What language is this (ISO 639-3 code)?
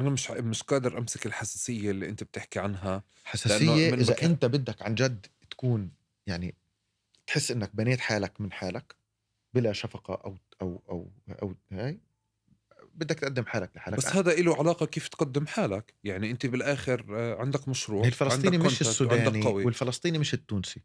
apc